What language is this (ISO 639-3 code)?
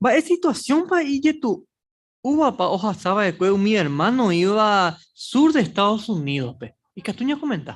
grn